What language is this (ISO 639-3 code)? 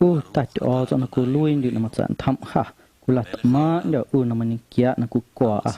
amu